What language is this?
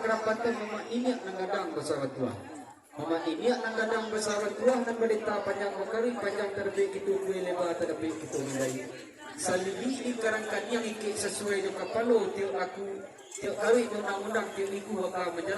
Minangkabau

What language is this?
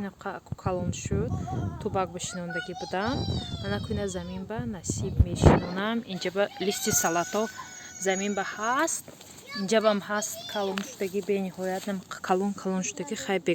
Tajik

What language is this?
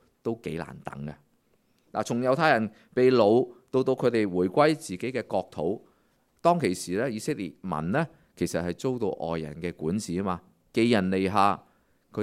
Cantonese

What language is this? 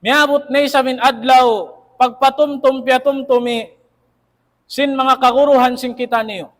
Tausug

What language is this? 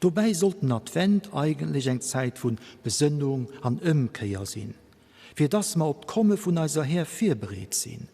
Luxembourgish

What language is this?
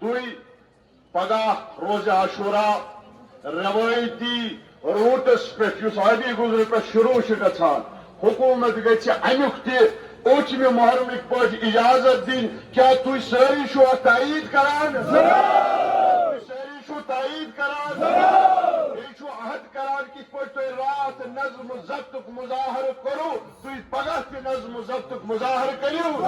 Kashmiri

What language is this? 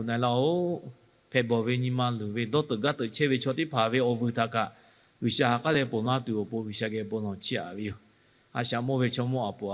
Lahu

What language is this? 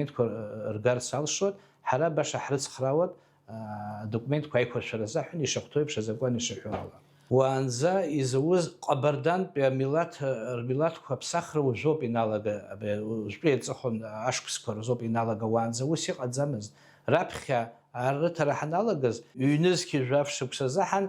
Abkhazian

